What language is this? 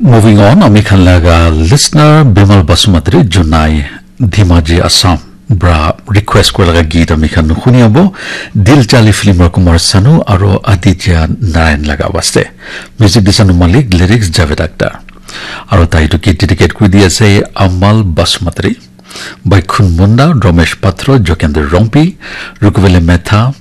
Naga Pidgin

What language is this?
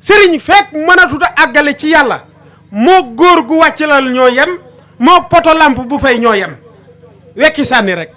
Wolof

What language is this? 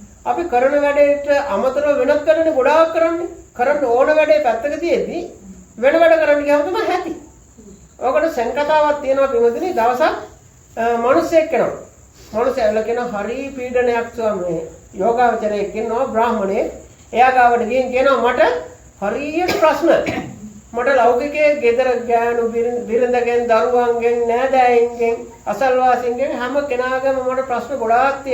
Sinhala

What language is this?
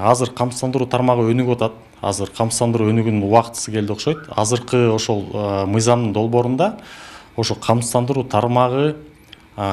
Kyrgyz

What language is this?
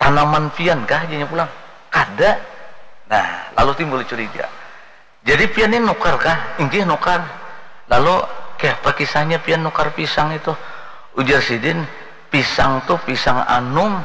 Banjar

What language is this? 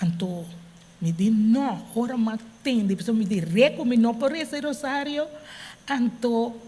Papiamento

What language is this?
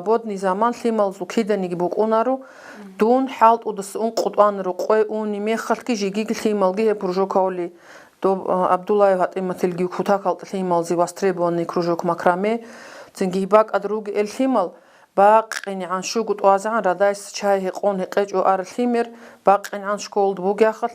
Avaric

